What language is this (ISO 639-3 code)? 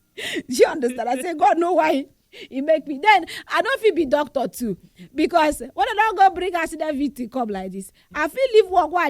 pcm